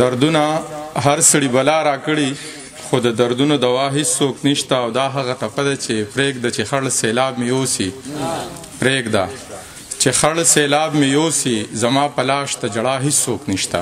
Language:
Pashto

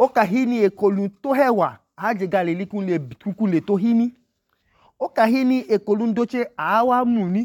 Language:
Idoma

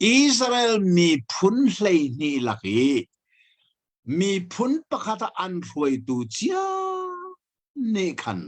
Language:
Hakha Chin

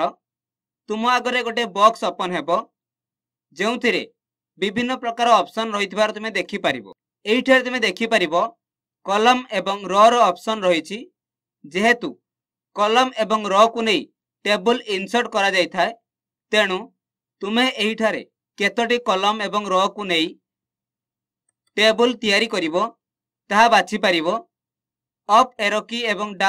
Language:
Odia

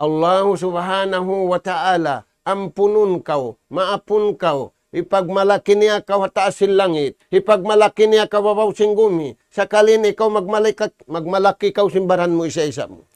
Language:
Tausug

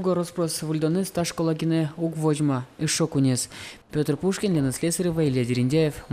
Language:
Udmurt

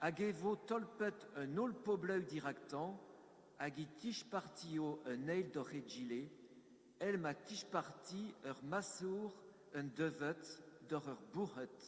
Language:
Breton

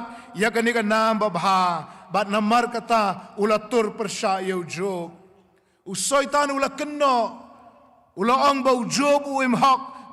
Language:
Khasi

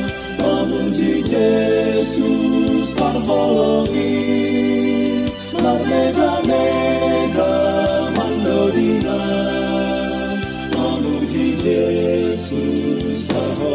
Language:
Batak Simalungun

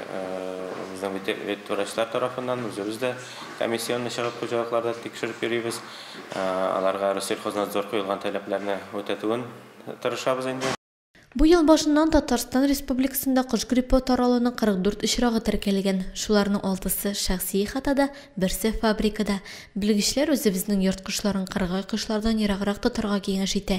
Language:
Tatar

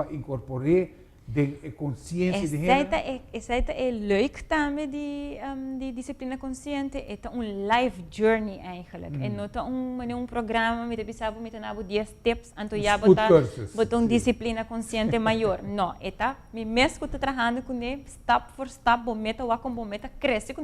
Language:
Papiamento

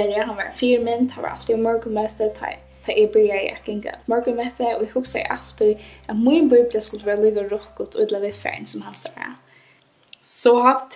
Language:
Faroese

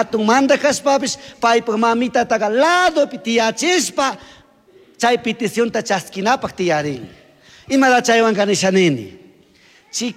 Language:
Chimborazo Highland Quichua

